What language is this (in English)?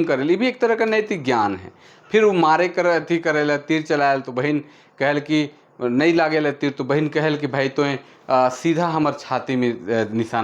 Sadri